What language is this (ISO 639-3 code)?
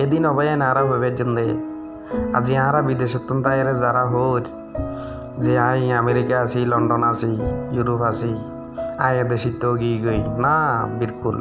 rhg